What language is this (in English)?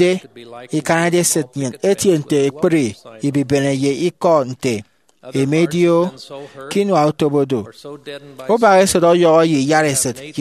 Efik